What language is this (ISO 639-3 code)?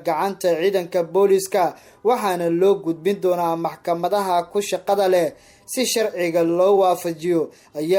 som